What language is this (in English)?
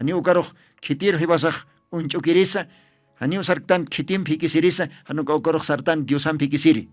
Aymara